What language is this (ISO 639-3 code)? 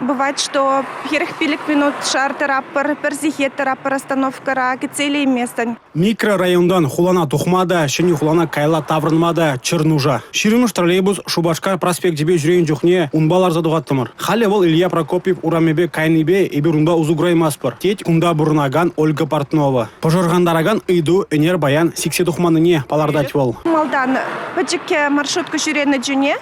chv